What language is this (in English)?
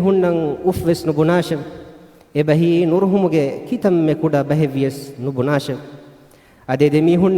Divehi